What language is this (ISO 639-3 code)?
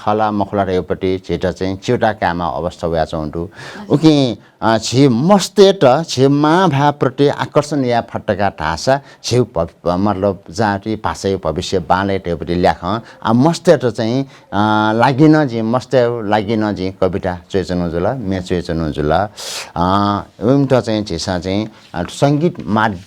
new